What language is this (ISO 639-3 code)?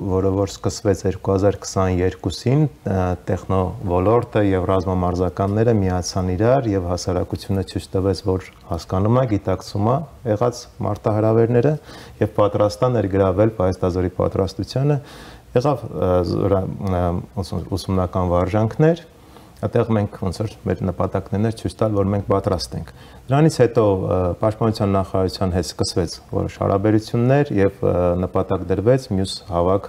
hye